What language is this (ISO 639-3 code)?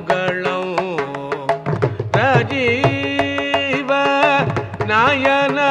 tel